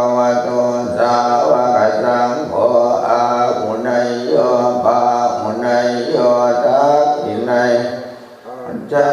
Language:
Pali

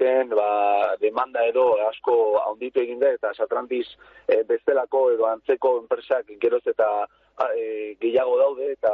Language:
Basque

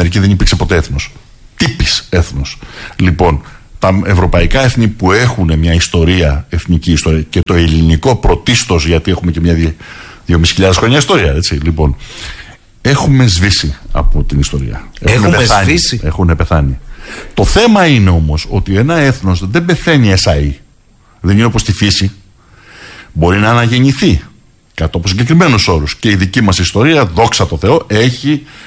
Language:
Greek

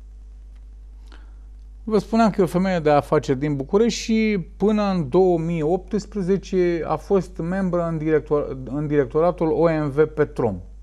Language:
Romanian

